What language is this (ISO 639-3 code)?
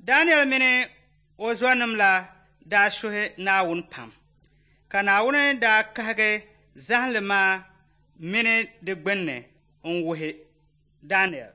dag